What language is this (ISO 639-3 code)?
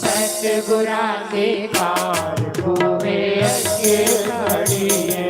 doi